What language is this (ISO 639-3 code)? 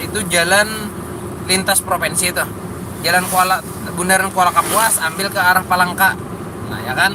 bjn